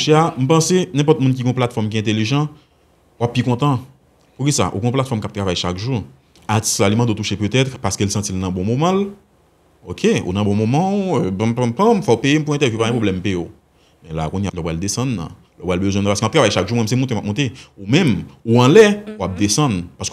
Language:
Haitian Creole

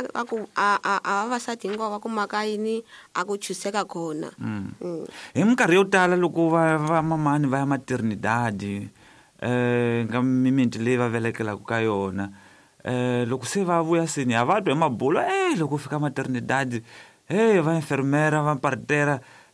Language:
Tsonga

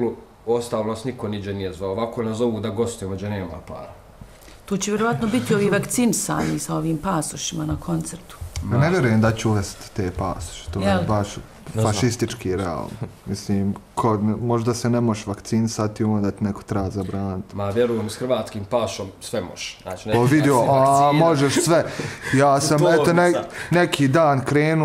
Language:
Bosnian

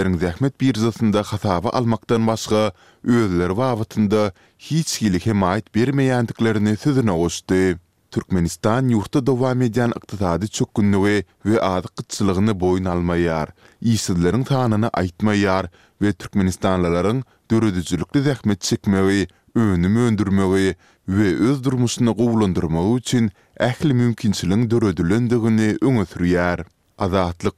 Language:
Turkmen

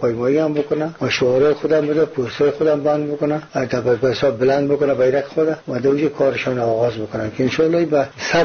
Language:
Persian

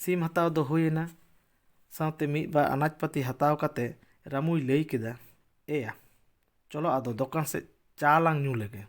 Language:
Santali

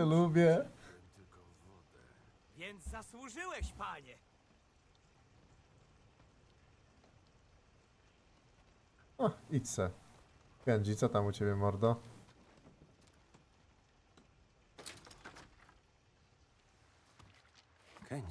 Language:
Polish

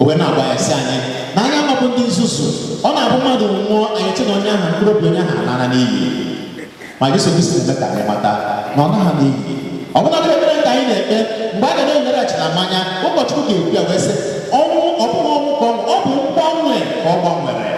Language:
Igbo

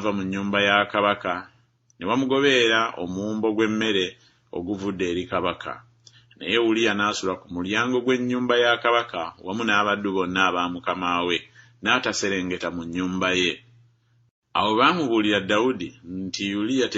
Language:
Ganda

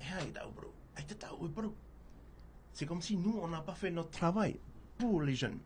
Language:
Tahitian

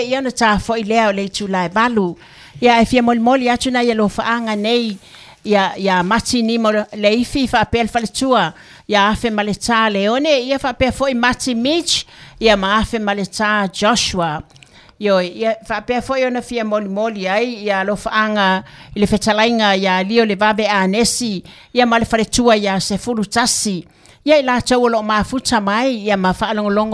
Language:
Samoan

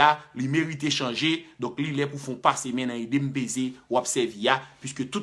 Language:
Haitian Creole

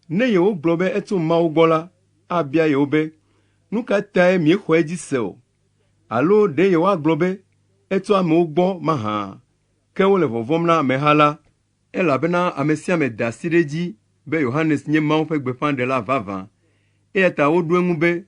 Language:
Ewe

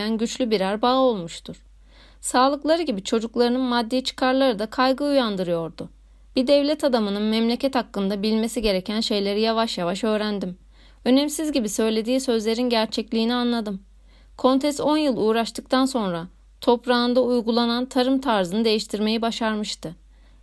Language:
Turkish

